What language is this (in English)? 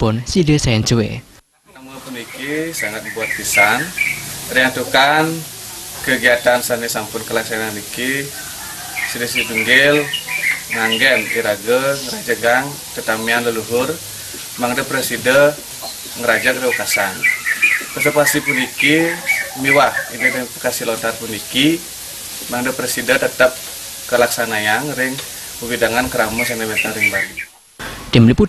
Balinese